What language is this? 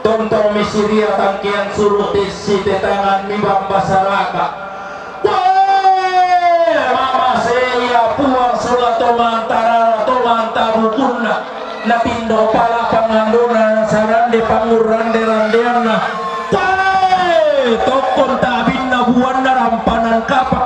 Toraja-Sa'dan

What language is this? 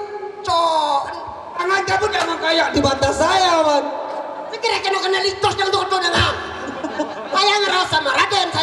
Sasak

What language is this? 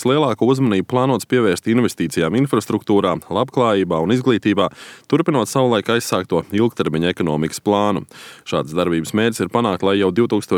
Latvian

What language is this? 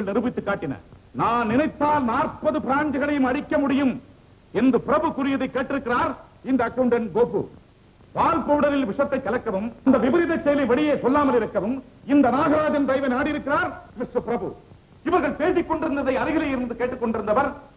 Tamil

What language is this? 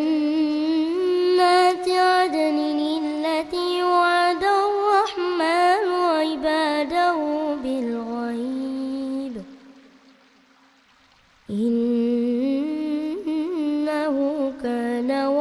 Arabic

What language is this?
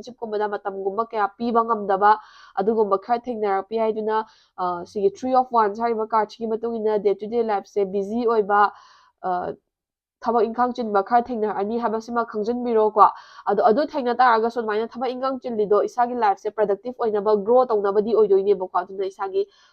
Manipuri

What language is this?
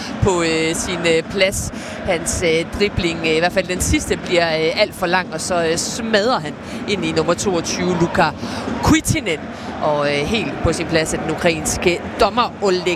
Danish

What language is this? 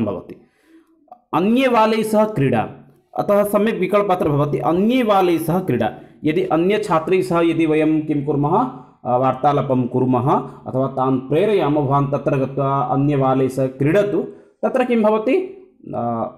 Sanskrit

